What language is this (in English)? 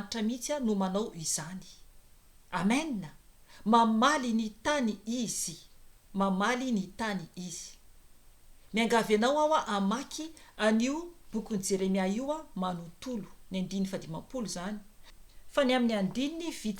Malagasy